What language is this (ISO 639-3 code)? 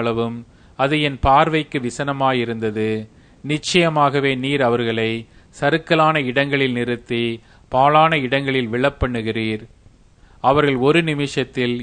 tam